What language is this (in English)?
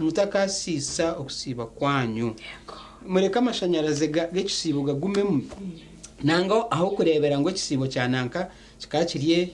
Nyankole